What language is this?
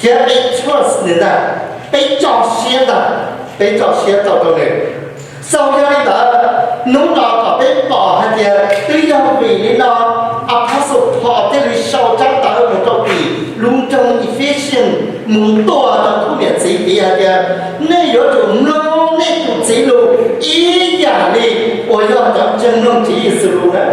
Hmong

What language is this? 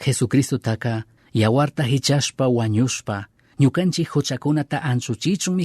Chimborazo Highland Quichua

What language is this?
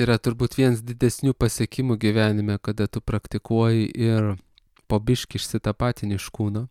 Lithuanian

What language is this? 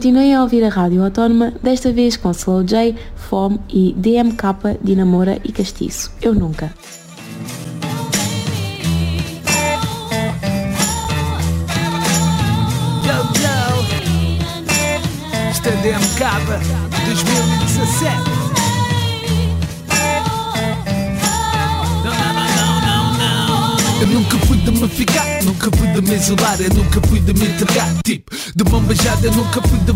Portuguese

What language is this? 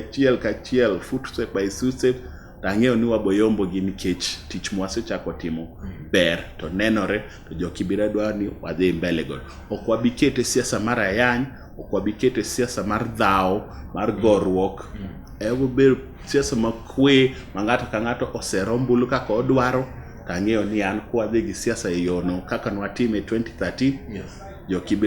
Luo (Kenya and Tanzania)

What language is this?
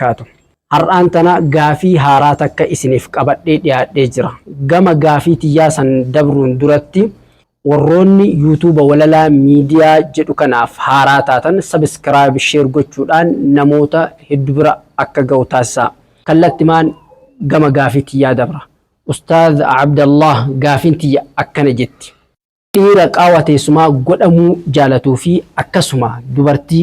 Oromo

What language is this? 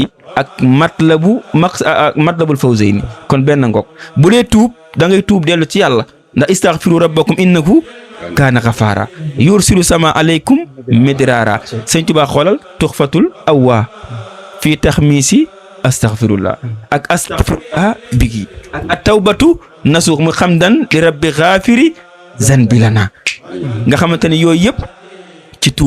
Wolof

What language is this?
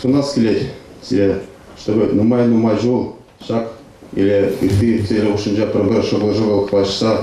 Chuvash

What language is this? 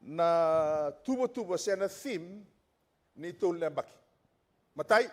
Fijian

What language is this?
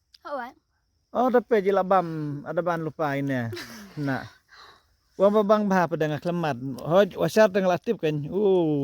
Khasi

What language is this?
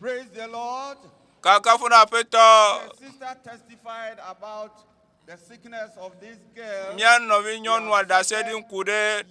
Ewe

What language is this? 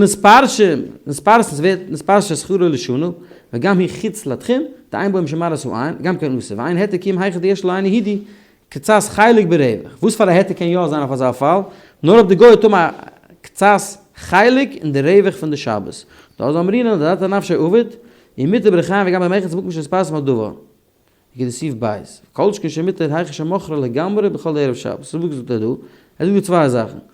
Yiddish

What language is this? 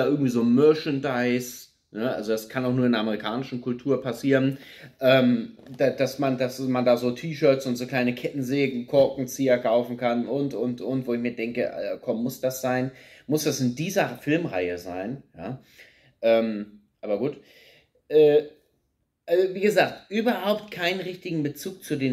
German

